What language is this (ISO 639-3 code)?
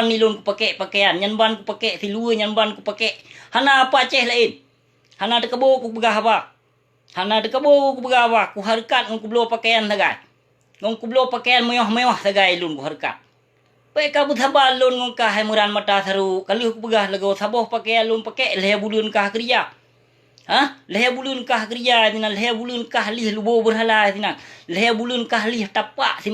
ace